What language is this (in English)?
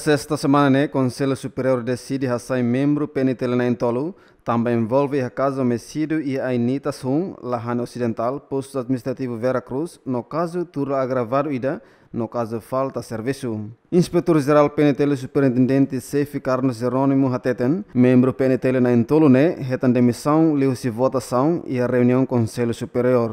Tetum